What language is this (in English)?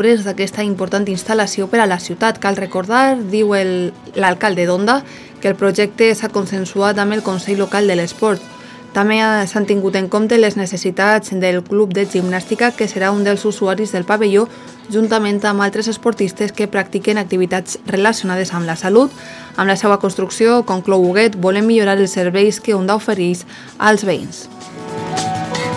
Catalan